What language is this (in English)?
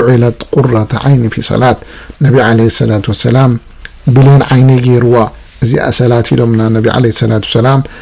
Tigrinya